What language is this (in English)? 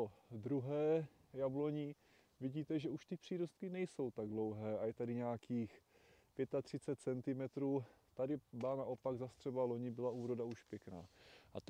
Czech